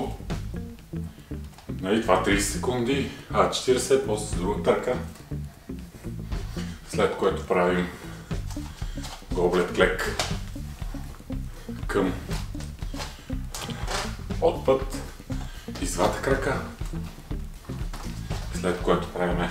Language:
Bulgarian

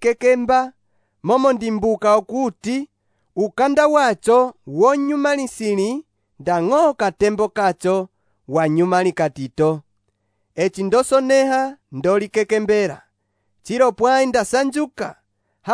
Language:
Umbundu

